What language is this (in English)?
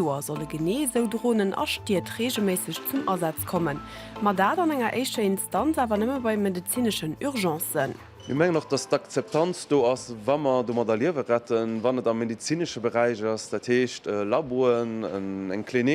Luxembourgish